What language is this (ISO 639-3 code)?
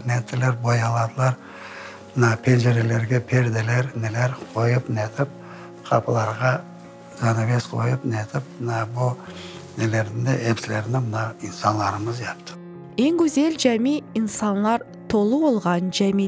crh